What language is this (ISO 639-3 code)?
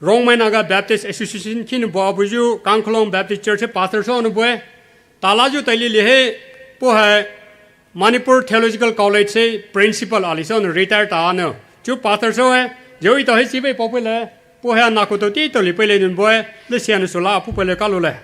pmx